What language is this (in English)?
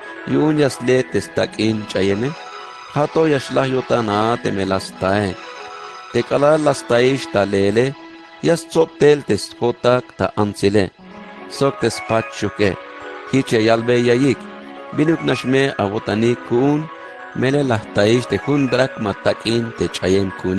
Tzeltal